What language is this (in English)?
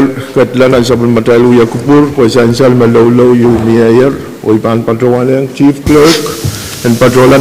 Pohnpeian